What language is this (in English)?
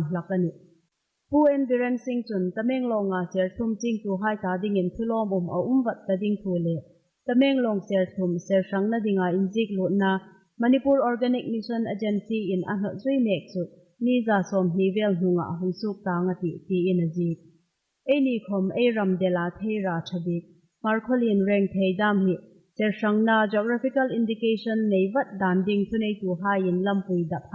Hmar